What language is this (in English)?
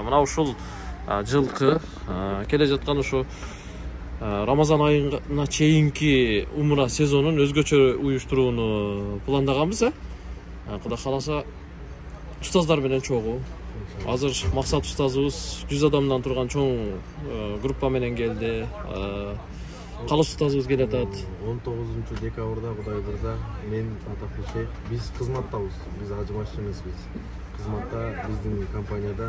Kyrgyz